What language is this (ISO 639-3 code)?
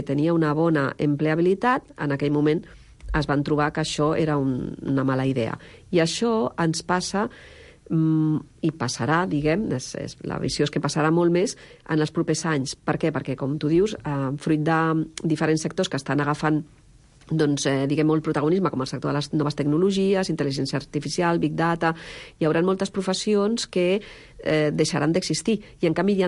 cat